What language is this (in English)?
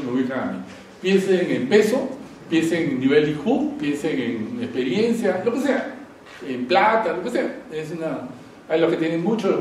Spanish